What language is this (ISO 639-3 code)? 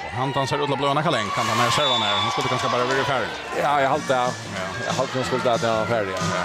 fao